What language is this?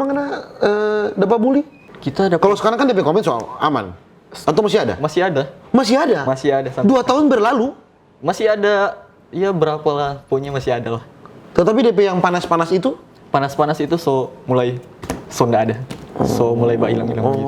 Manado Malay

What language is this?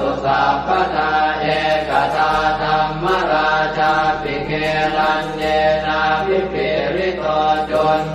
Pali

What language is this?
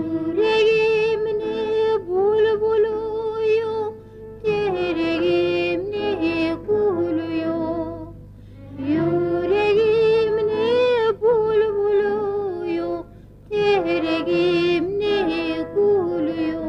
Kumyk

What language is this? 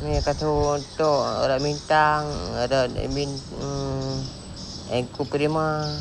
Achinese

